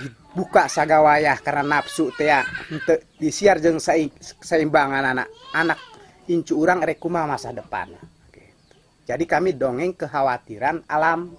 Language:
Sundanese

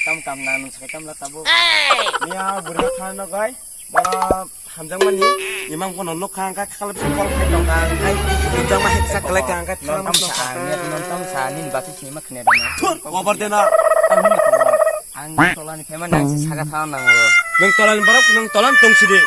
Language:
Kok Borok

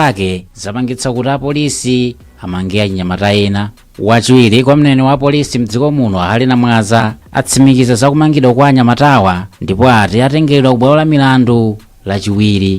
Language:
Nyanja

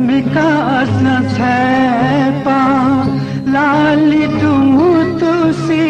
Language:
Newari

